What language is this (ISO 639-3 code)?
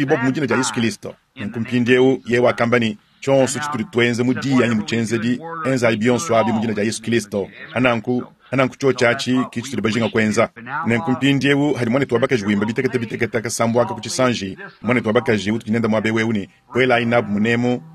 lua